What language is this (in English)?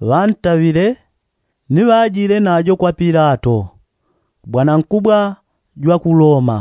Yao